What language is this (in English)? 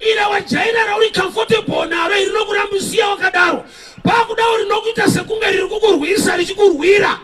Shona